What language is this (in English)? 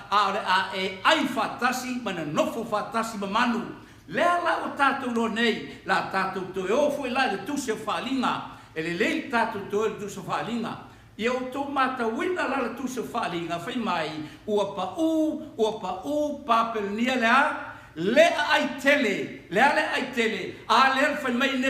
Samoan